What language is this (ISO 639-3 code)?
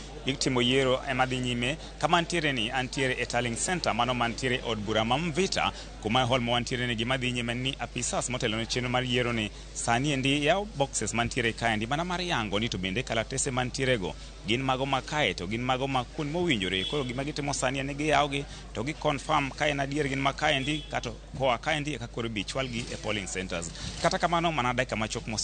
luo